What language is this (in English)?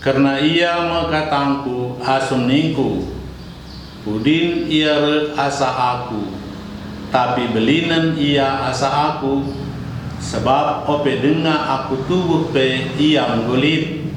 Batak Karo